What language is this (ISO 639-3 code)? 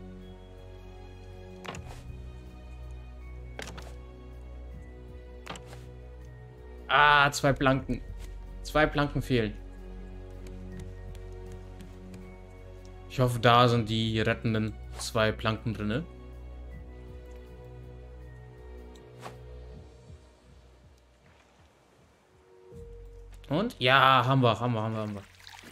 deu